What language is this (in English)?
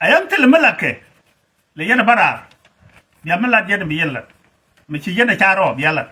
Nuer